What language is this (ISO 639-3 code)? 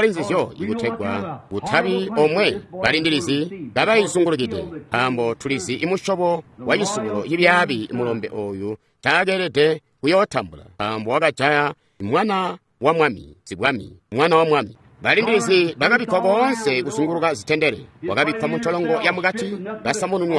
toi